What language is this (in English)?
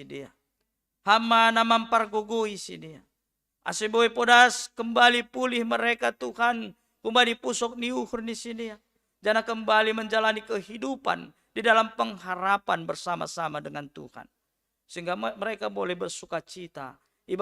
Batak Simalungun